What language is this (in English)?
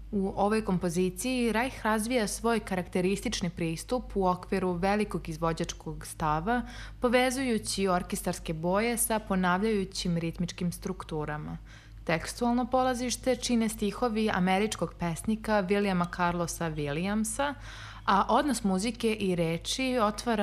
Serbian